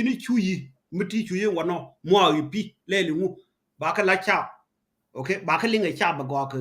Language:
Nuer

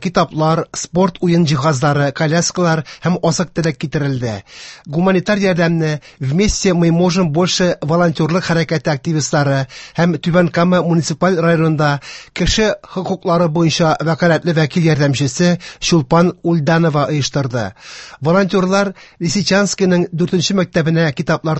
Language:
Tatar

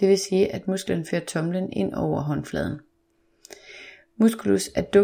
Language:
Danish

